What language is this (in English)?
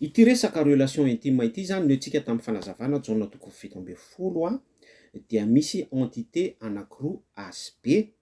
Malagasy